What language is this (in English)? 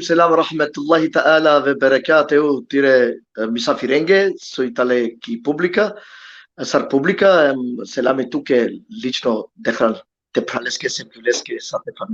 Balkan Romani